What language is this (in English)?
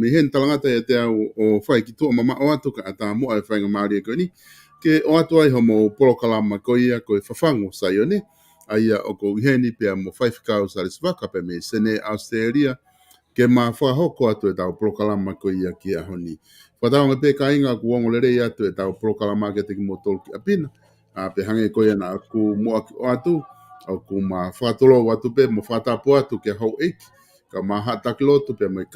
Tongan